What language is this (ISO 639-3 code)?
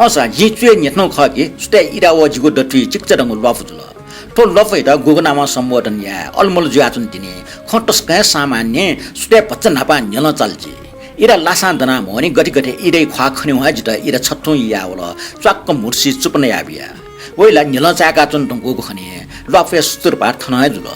new